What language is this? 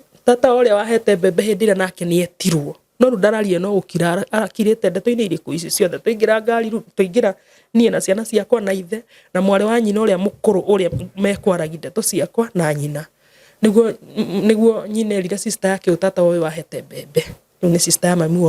Kikuyu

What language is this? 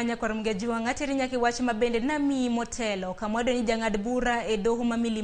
Luo (Kenya and Tanzania)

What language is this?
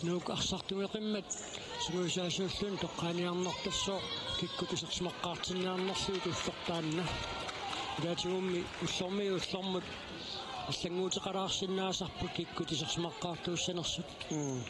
Kalaallisut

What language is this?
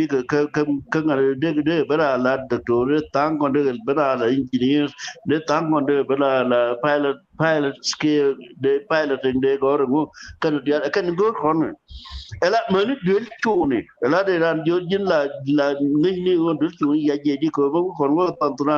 Nuer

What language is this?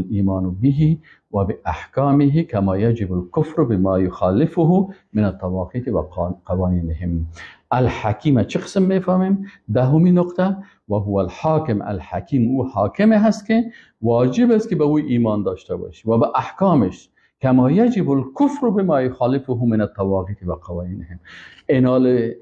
Persian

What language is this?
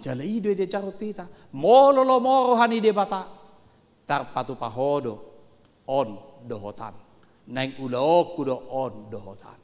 Batak Toba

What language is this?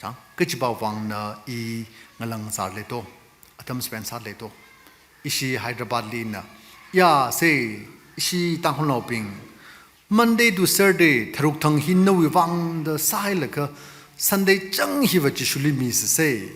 Tangkhul Naga (India)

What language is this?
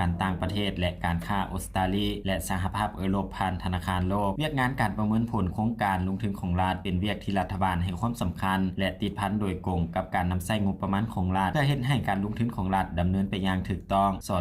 Lao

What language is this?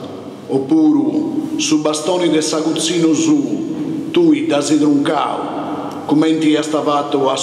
Sardinian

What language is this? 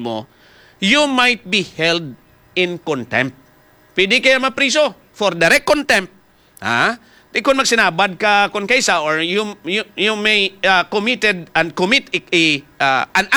Hiligaynon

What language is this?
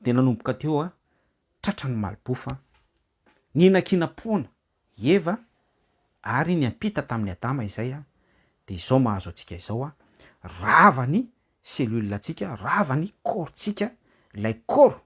Malagasy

